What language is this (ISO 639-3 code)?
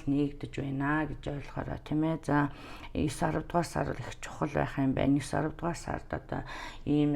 mon